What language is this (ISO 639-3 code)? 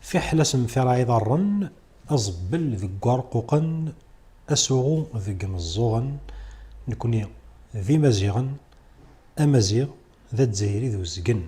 kab